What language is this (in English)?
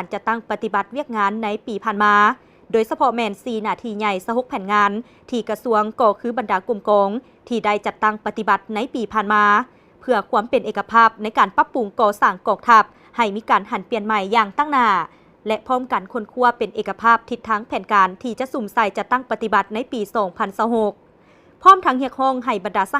Lao